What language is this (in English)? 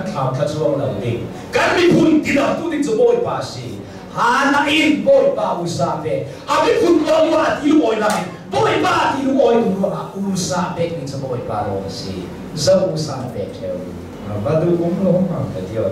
Hakha Chin